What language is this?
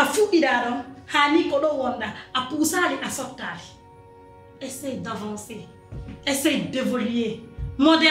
Pular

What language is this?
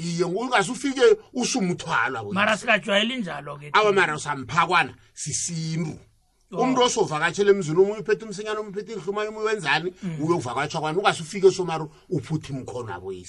South Ndebele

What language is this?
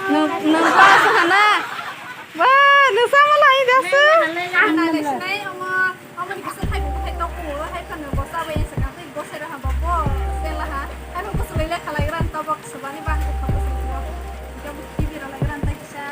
Kok Borok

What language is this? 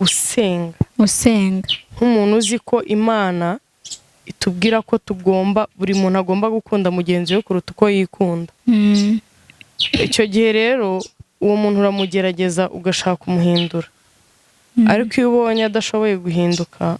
Kinyarwanda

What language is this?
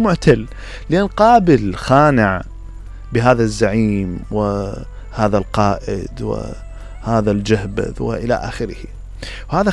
Mesopotamian Arabic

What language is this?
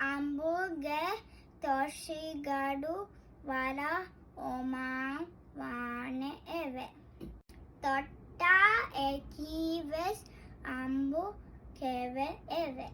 Divehi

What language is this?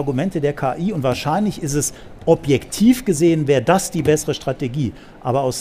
German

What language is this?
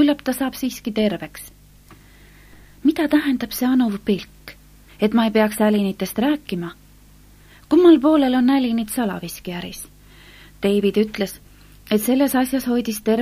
Estonian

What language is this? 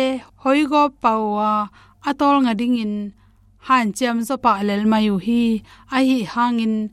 Tedim Chin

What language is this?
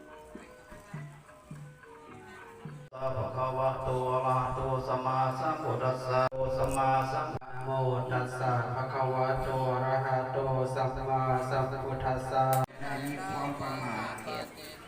Lao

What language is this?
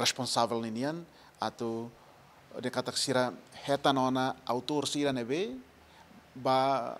Tetum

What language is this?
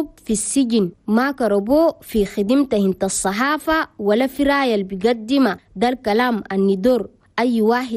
Chadian Arabic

